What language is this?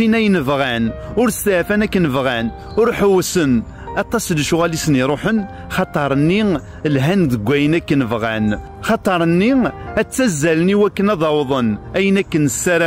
Kabyle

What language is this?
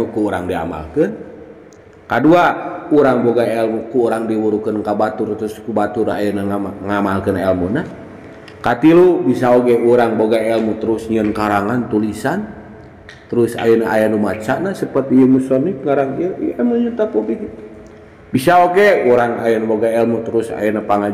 Sundanese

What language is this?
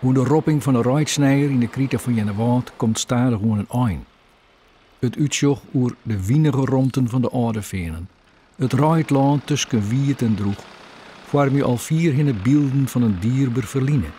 Western Frisian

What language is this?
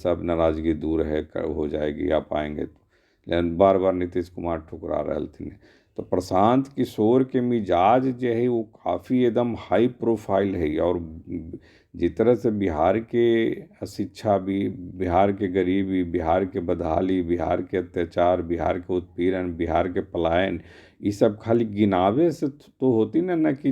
Magahi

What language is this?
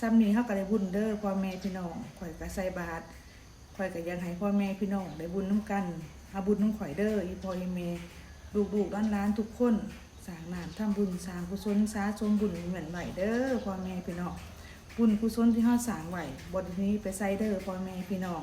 Northeastern Thai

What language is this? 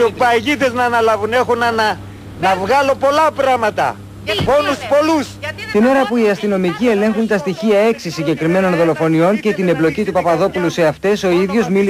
Greek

